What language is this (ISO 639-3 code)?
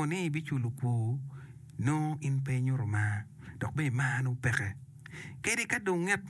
ach